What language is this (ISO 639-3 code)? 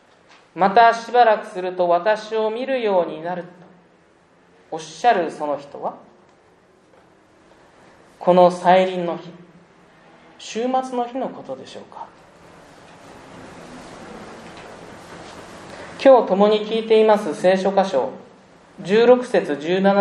jpn